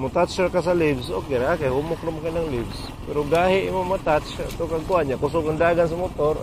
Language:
Cebuano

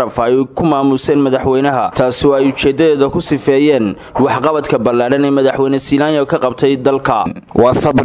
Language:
Somali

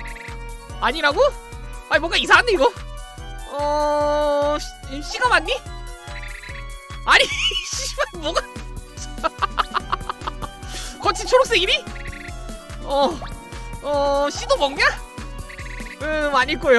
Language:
Korean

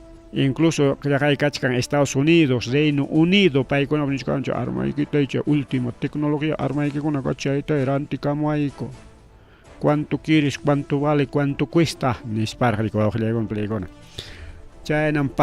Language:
Ayacucho Quechua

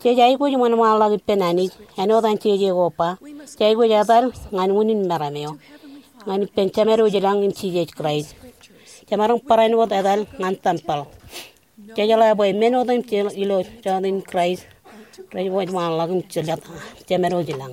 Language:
Marshallese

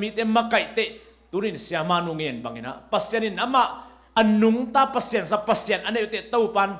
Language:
Tedim Chin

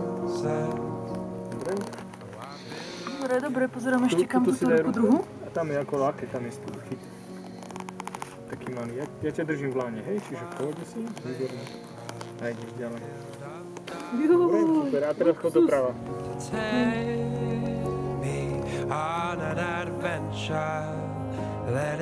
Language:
Slovak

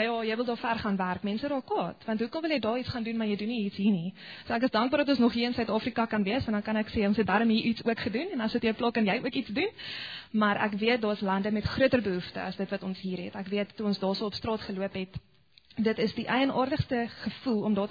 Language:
Afrikaans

